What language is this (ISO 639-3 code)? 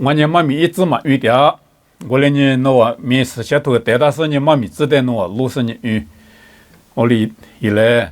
lis